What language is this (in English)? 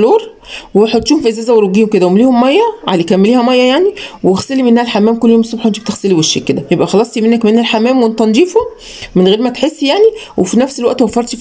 Egyptian Arabic